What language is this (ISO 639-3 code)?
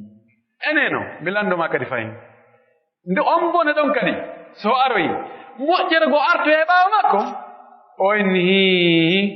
fuf